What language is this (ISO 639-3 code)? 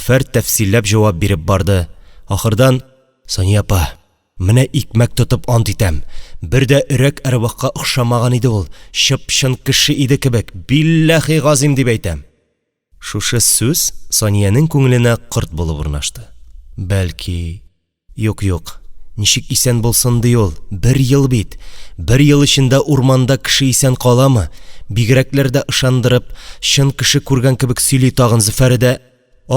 tat